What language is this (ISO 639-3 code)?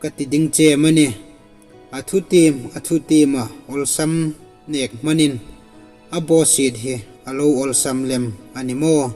hmr